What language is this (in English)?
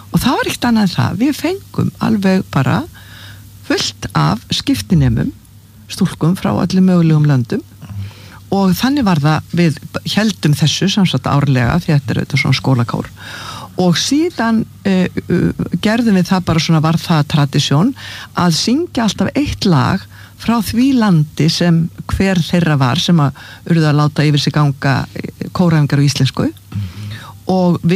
Icelandic